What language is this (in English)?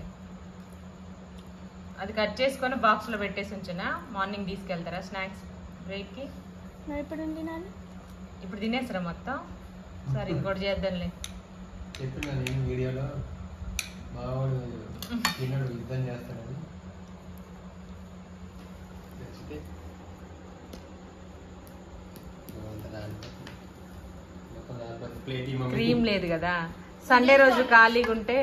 Telugu